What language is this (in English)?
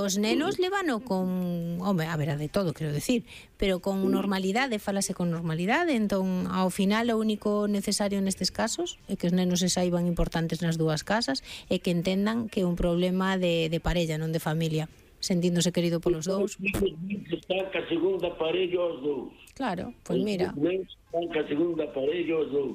Galician